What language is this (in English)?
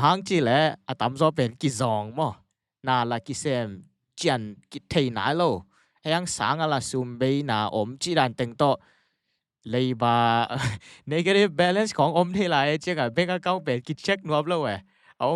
Tedim Chin